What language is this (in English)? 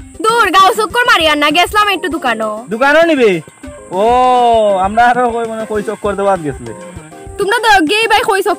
Sylheti